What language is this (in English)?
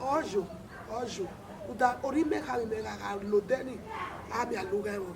Bini